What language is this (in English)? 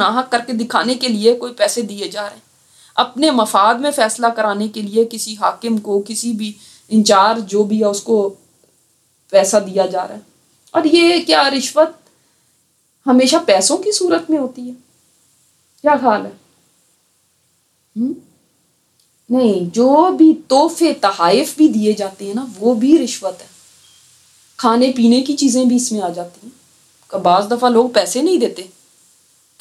Urdu